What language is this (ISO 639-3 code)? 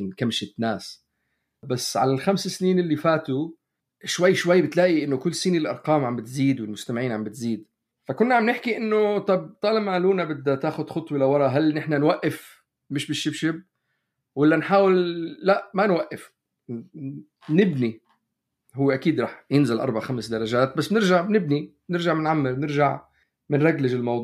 apc